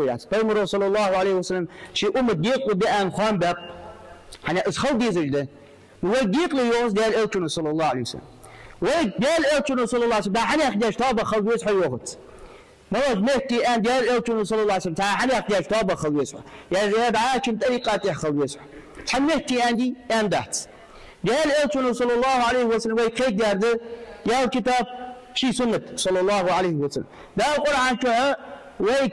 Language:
Ingush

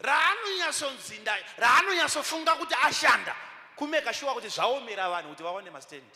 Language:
Shona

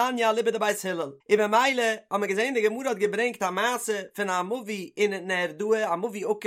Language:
Yiddish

